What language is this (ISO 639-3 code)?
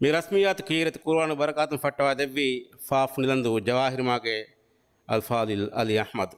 div